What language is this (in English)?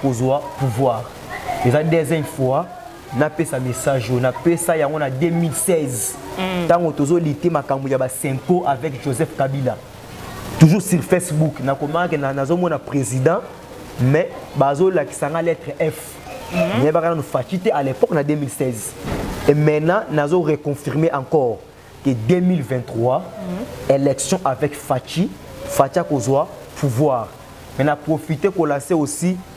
Lingala